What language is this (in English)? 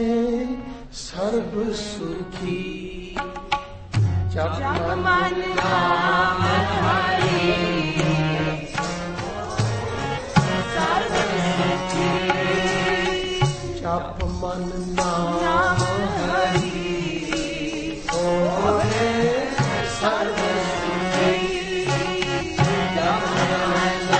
Punjabi